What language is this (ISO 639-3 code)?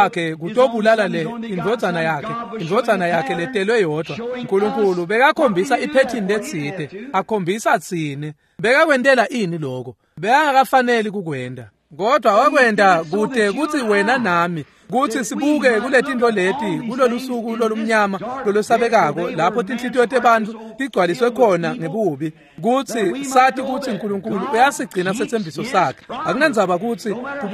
ssw